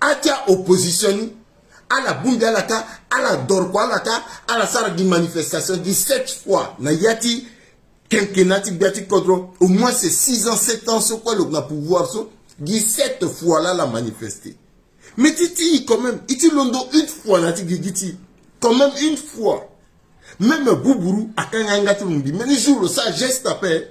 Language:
Sango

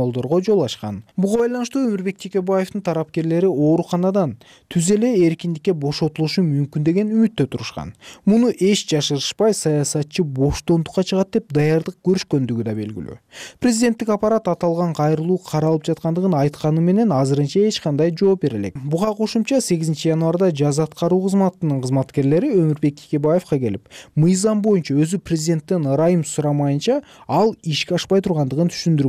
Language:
Kyrgyz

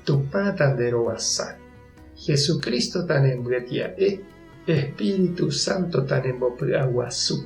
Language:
Guarani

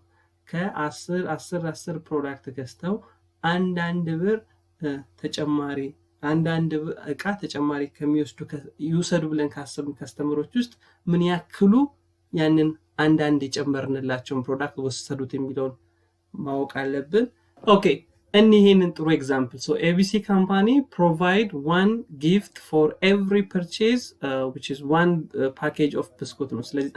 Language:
Amharic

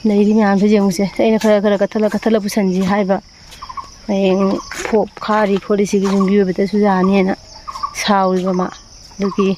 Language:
Manipuri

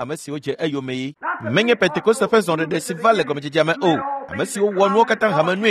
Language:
Ewe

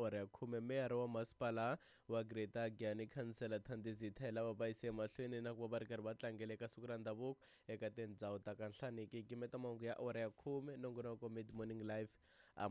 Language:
Tsonga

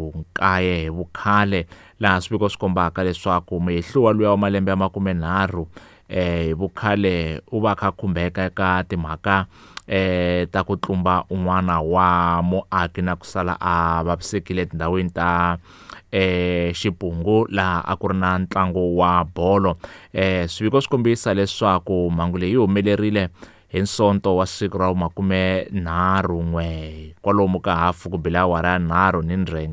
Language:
Tsonga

